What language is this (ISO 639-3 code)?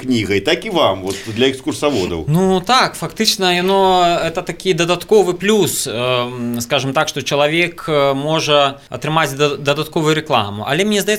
bel